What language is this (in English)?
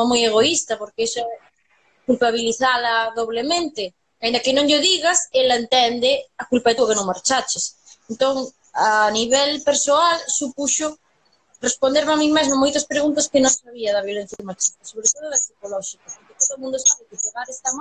Galician